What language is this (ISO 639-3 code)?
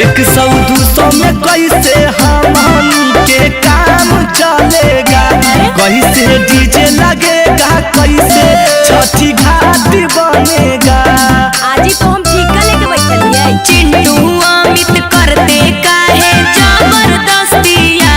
mag